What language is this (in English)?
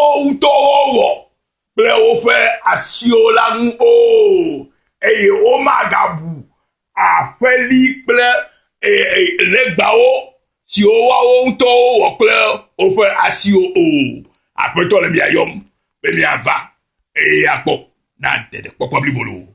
Ewe